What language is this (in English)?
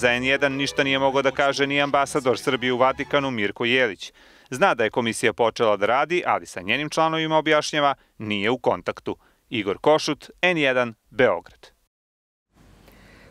Serbian